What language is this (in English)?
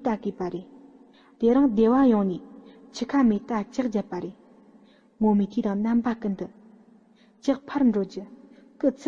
Tibetan